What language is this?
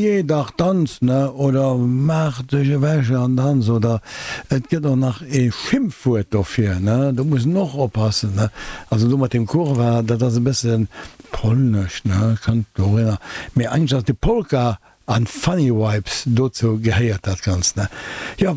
Luxembourgish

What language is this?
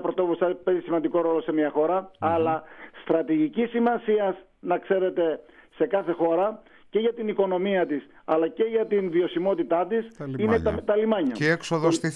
Greek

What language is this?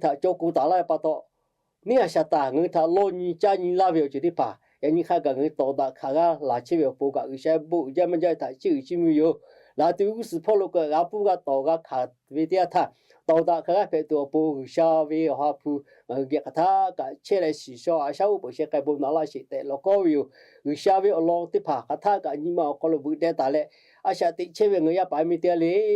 Lahu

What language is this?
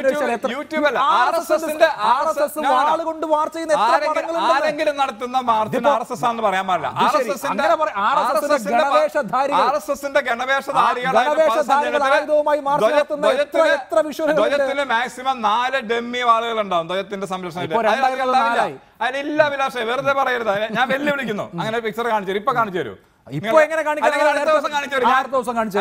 Malayalam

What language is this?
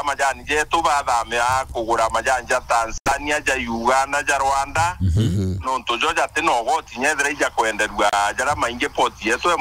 Meru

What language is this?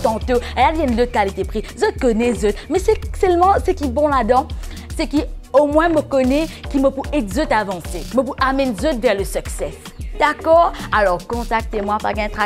Morisyen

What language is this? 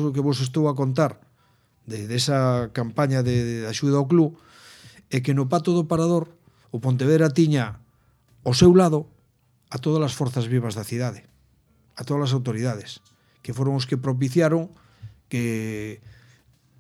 Galician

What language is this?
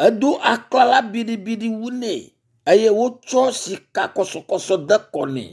Ewe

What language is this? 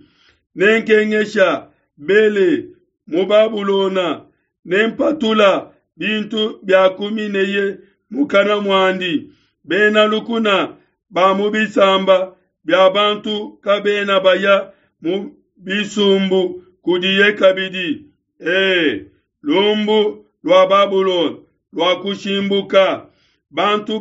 Luba-Lulua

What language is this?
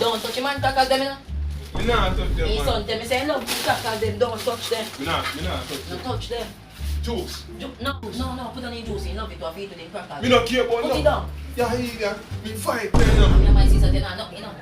Jamaican Creole English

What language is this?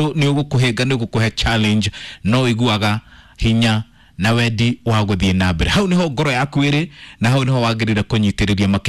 Kikuyu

